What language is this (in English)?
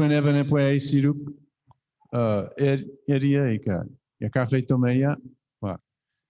Chuukese